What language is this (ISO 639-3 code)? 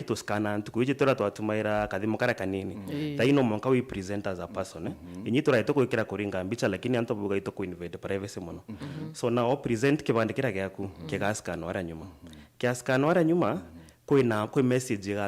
mer